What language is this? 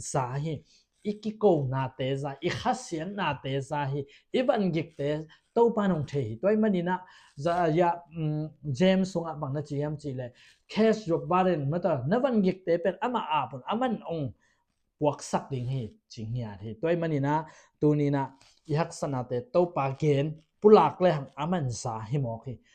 Tedim Chin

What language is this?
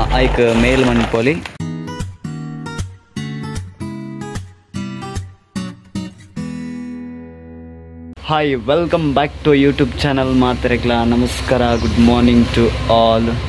Tulu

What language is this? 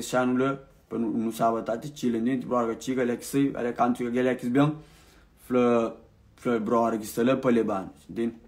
Kabuverdianu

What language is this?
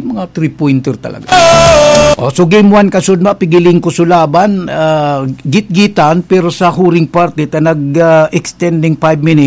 Bikol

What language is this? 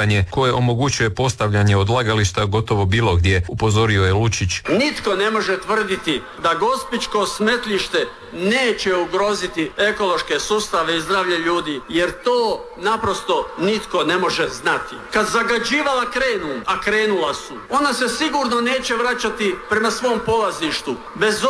Croatian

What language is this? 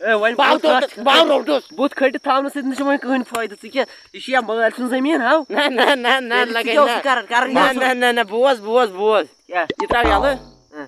Kashmiri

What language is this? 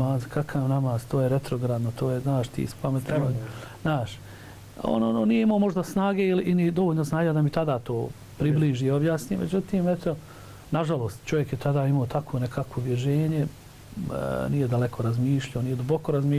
Bosnian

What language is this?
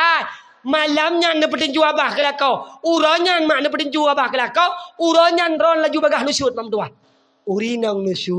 Achinese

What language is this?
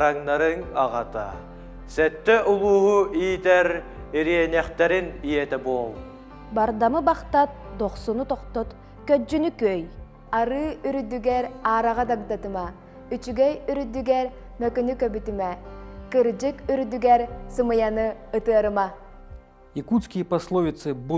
Yakut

